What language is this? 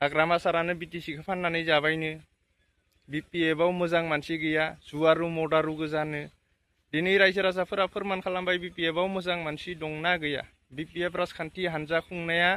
Bodo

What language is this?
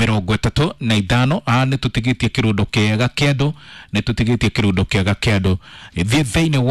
Kikuyu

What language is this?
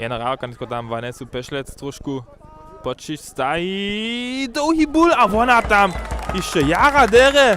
Upper Sorbian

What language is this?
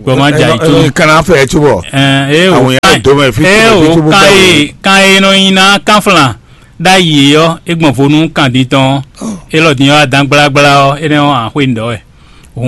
Fon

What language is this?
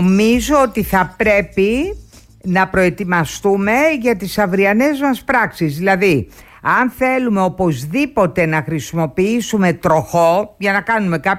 Greek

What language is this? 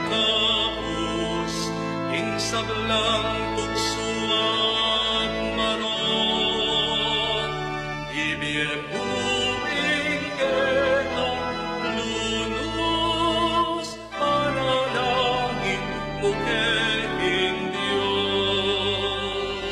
Pampanga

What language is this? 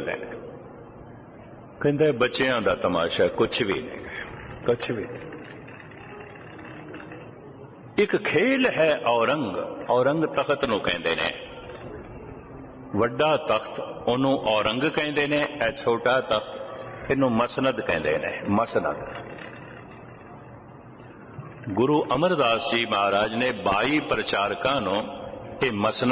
Punjabi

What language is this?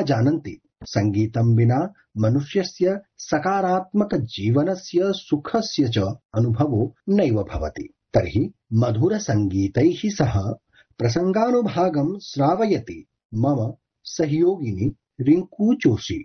Sanskrit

